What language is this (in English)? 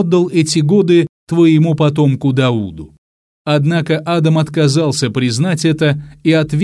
Russian